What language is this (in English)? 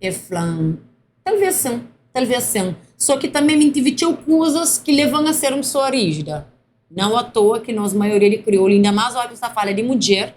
Kabuverdianu